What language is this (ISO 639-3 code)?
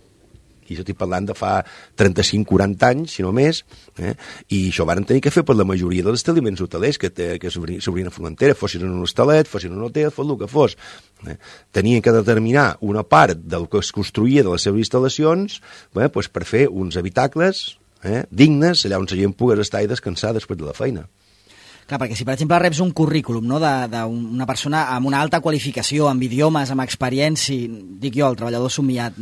cat